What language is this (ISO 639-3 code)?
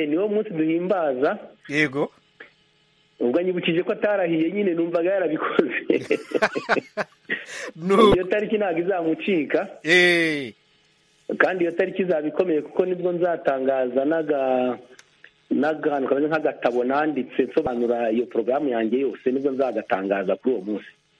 kin